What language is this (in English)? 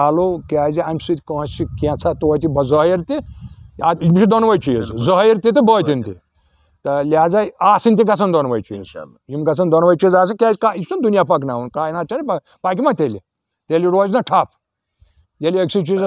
Kashmiri